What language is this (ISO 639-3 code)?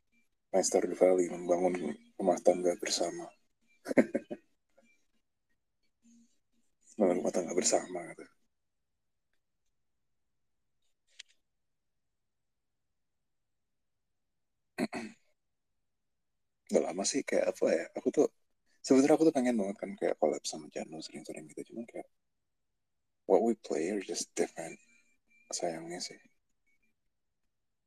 ind